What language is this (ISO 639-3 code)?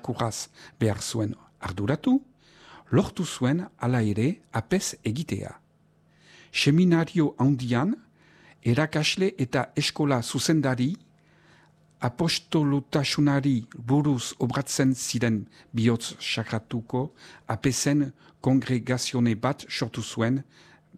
eus